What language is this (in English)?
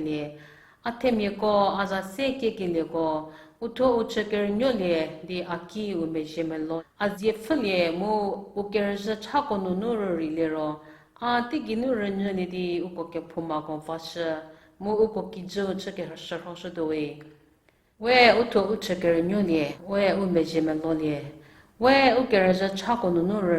Angami Naga